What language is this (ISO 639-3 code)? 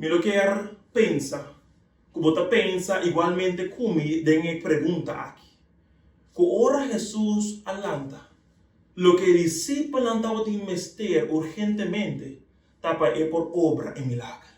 pap